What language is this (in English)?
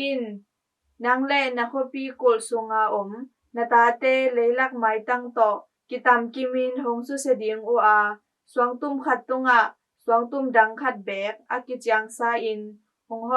Tedim Chin